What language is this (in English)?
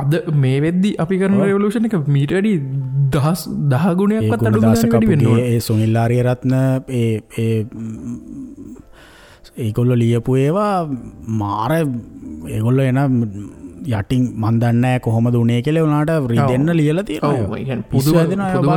Sinhala